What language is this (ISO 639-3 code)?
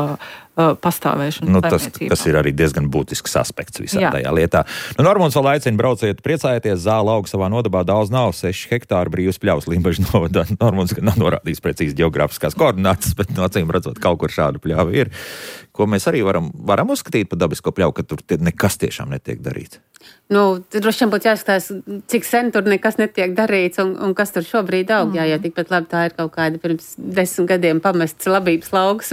lav